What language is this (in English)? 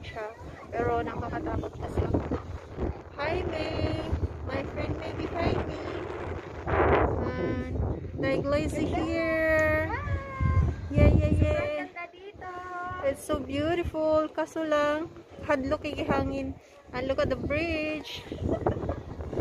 Filipino